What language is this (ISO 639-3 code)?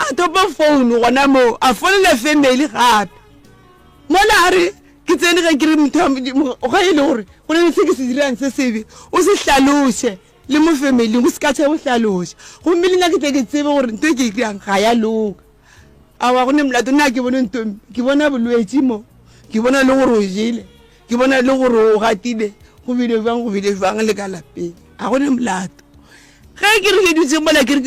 nso